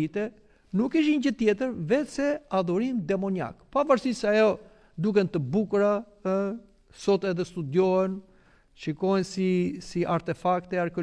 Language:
Albanian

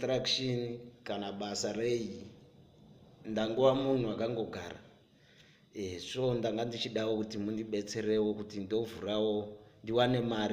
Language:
Shona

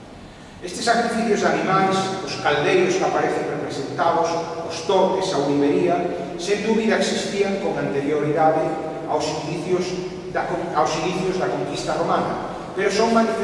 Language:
Galician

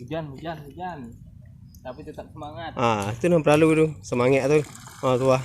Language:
Minangkabau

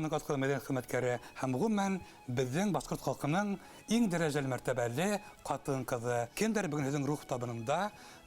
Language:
Bashkir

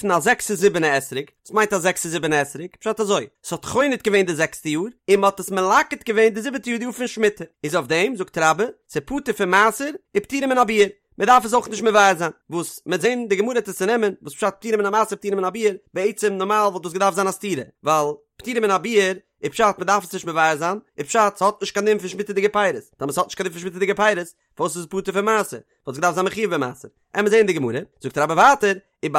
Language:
Yiddish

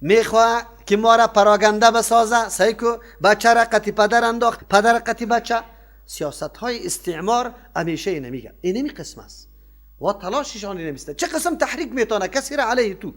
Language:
Persian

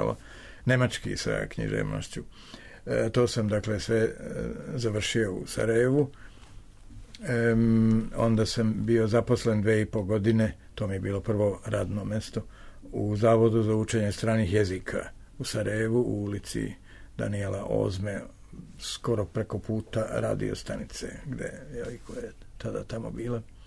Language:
Serbian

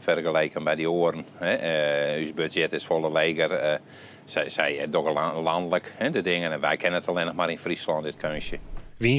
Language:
Western Frisian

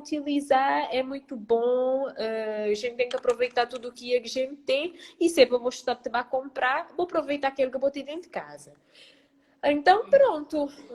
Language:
Kabuverdianu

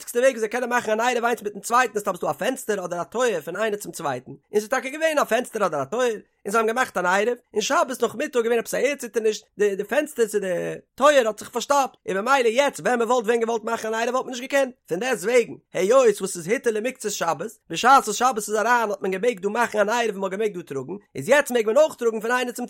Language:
Yiddish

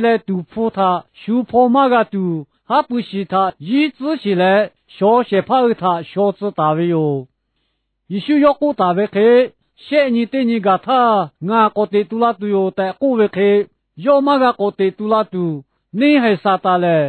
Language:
Lahu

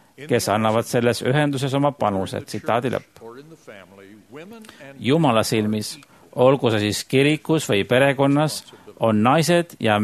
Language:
Estonian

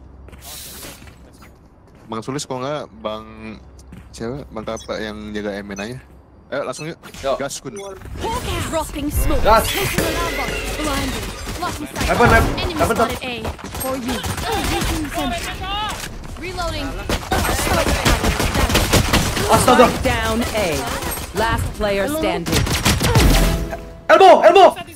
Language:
Indonesian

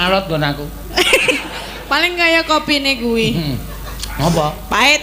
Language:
Javanese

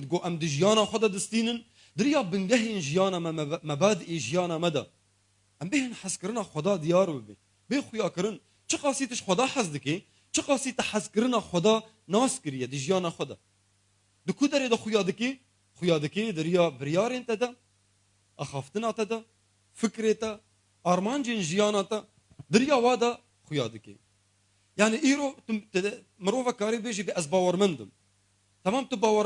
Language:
Kurdish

